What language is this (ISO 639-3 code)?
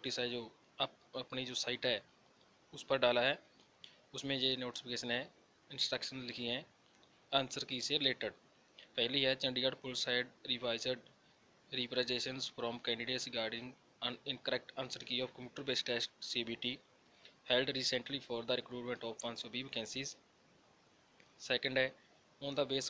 hin